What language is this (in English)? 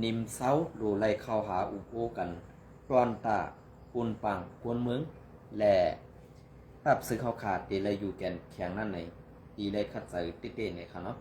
Shan